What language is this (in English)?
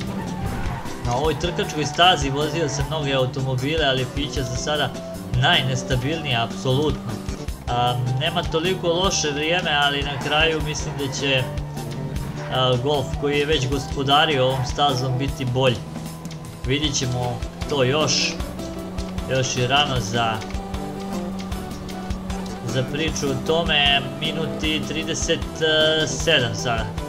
Croatian